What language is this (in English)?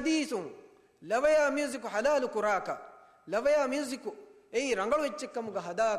Divehi